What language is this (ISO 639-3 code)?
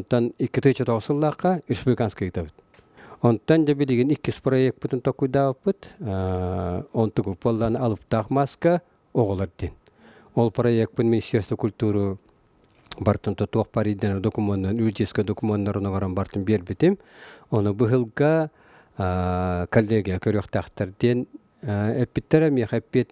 sah